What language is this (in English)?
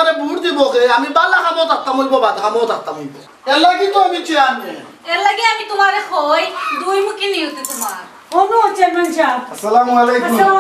Sylheti